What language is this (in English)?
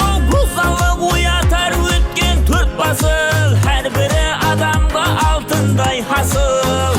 Kara-Kalpak